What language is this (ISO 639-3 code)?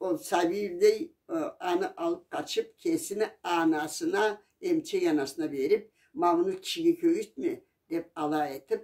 krc